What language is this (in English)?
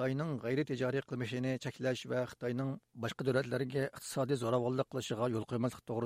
Uyghur